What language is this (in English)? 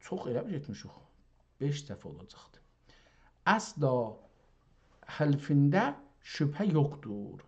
South Azerbaijani